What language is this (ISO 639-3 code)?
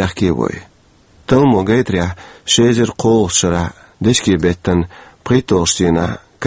che